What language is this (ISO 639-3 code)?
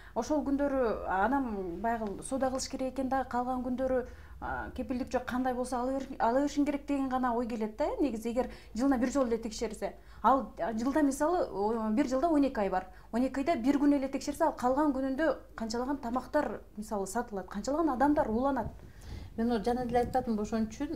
kir